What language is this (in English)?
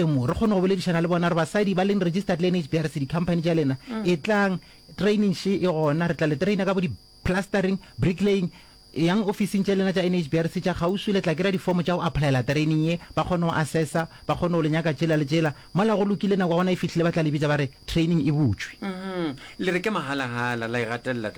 Northern Sotho